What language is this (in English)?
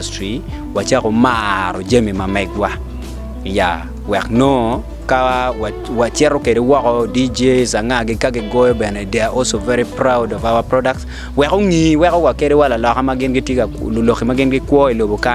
Acoli